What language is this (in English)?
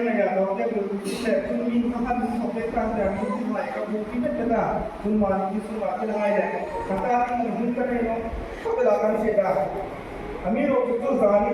Hmar